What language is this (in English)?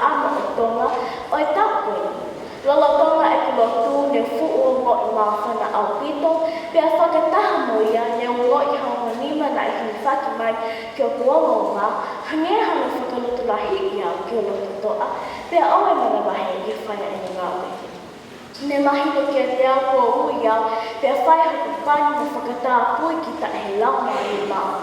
Tongan